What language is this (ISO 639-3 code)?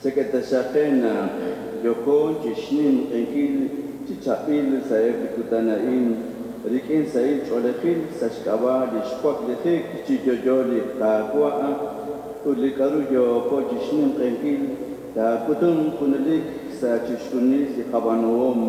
kek